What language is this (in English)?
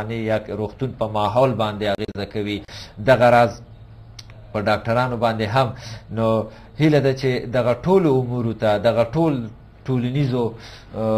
Pashto